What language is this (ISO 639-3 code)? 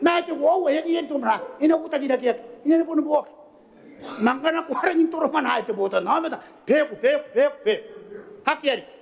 gil